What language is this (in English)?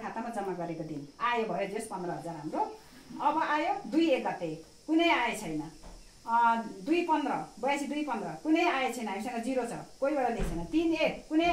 Nepali